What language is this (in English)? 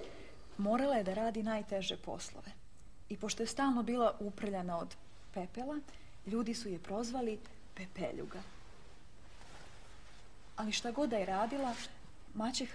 Serbian